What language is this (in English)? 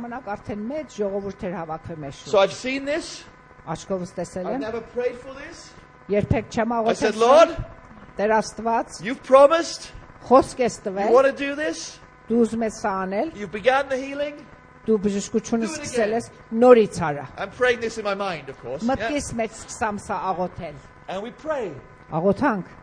Armenian